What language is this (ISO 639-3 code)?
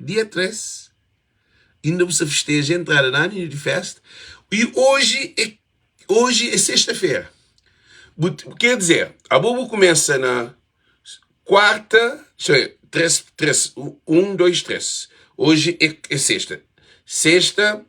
kea